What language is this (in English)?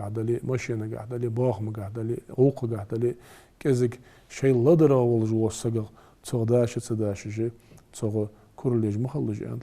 Ingush